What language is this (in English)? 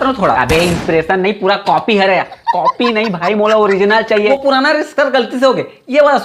Chhattisgarhi